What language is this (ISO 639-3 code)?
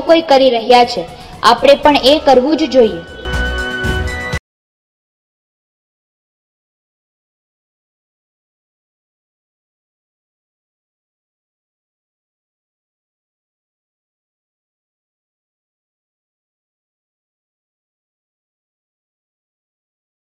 guj